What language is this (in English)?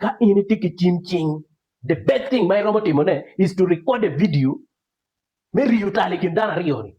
Acoli